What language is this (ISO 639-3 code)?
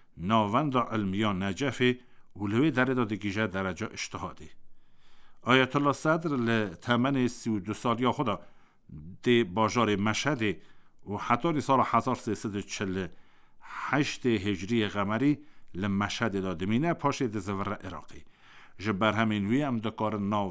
kur